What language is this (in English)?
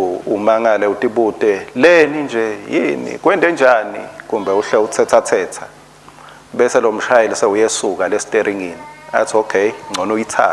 Swati